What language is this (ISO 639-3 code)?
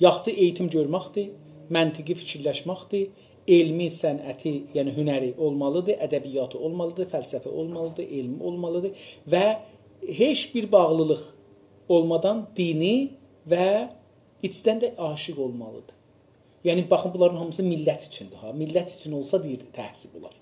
azb